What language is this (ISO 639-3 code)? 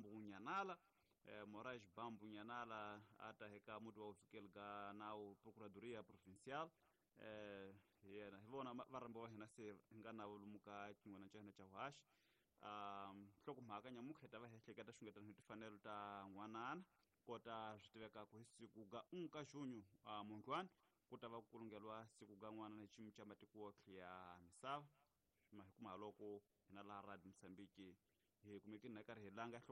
tso